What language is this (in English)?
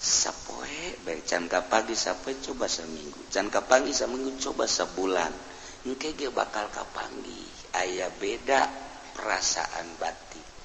Sundanese